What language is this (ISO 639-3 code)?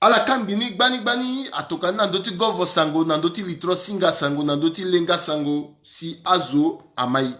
sag